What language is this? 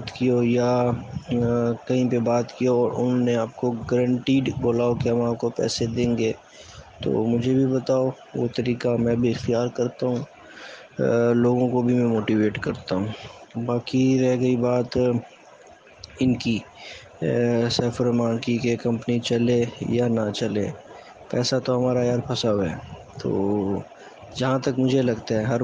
Urdu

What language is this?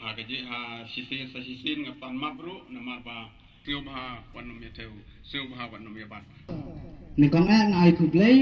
Khasi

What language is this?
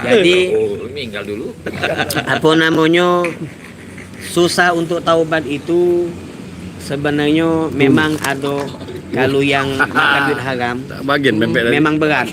Musi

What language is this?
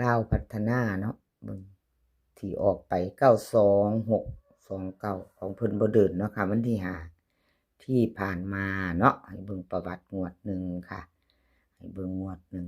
Northeastern Thai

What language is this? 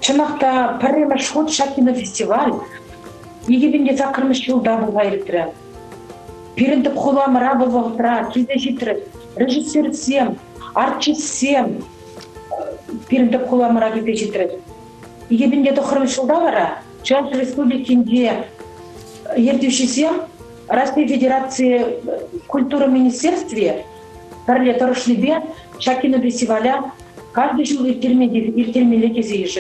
Chuvash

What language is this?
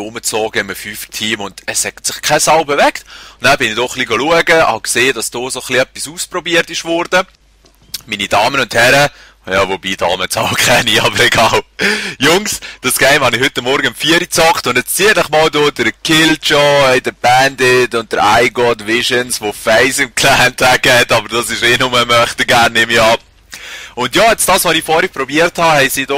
Swiss German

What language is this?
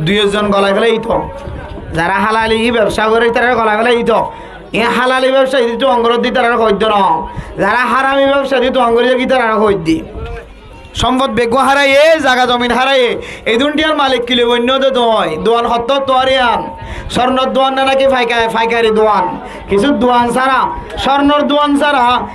Rohingya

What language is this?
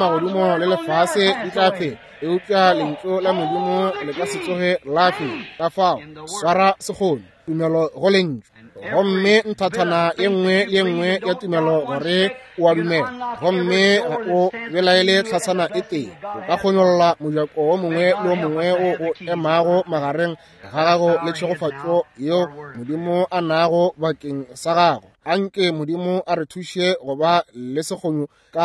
Northern Sotho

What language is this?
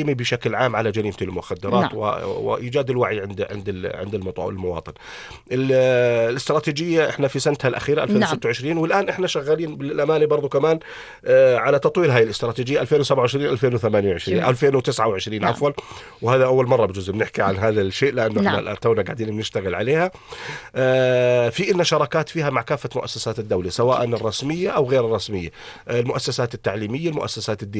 North Levantine Arabic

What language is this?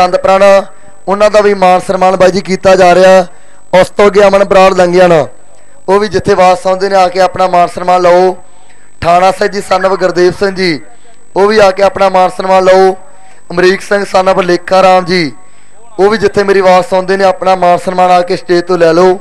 Punjabi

